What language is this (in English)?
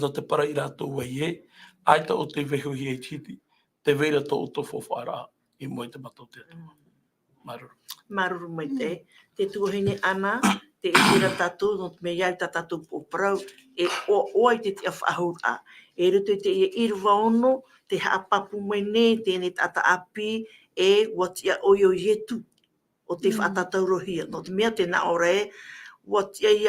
Tahitian